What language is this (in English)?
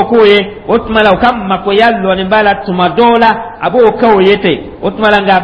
Dyula